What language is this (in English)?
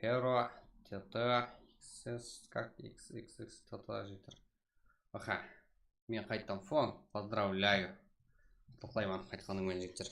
Kara-Kalpak